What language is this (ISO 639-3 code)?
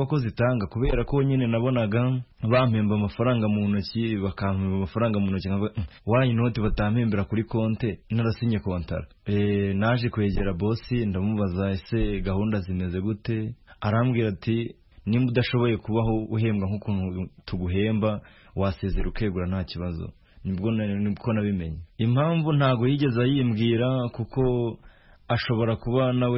kin